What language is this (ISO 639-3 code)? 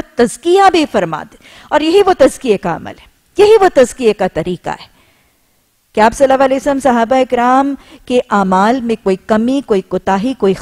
urd